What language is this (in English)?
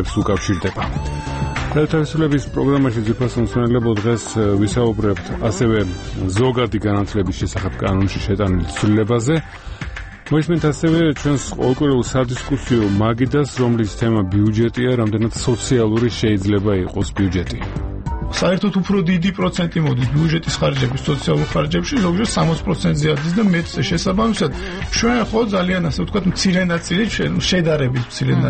Georgian